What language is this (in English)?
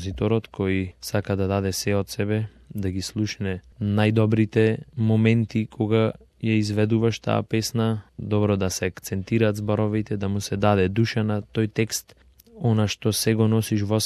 Macedonian